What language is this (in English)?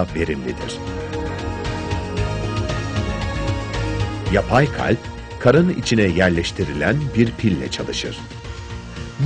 Turkish